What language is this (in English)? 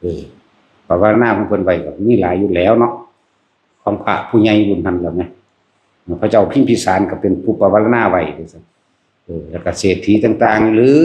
Northeastern Thai